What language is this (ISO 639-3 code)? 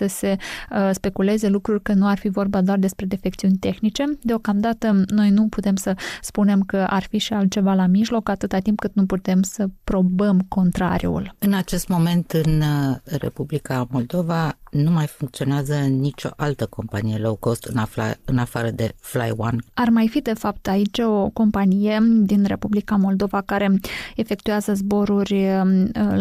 ron